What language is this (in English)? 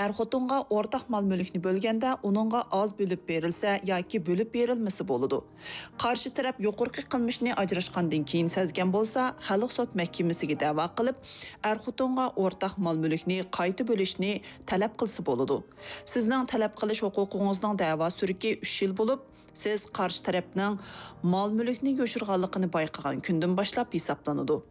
Uyghur